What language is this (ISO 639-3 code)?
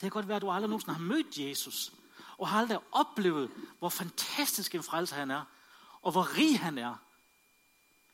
dan